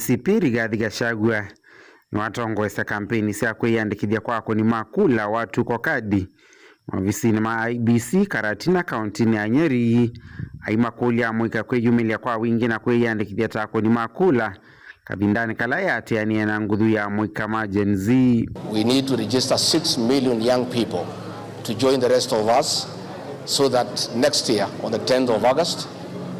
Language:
Kamba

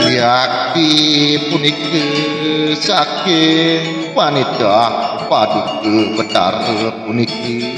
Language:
Balinese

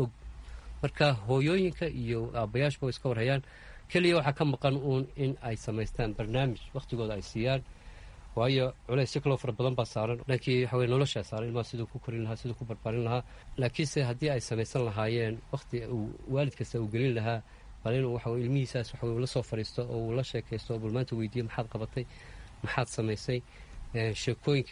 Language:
Somali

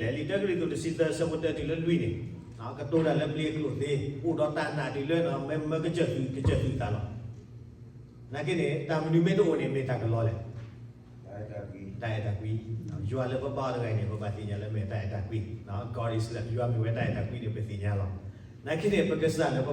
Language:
S'gaw Karen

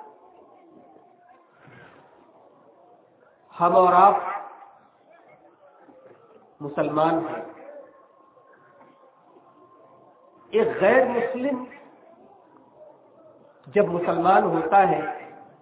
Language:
Urdu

